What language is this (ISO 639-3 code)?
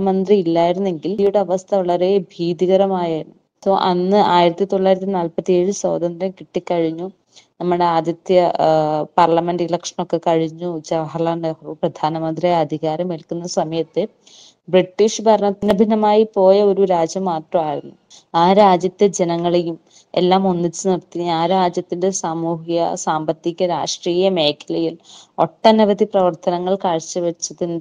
mal